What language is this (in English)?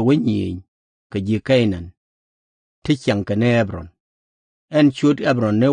Nuer